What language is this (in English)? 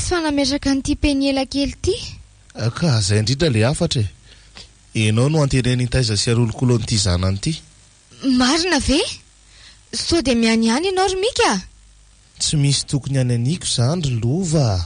Malagasy